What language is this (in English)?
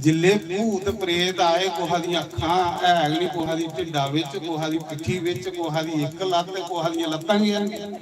Dogri